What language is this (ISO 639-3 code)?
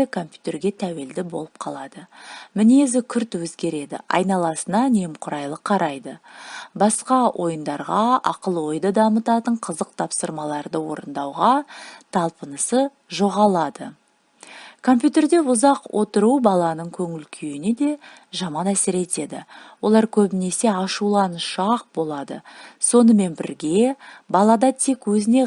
kaz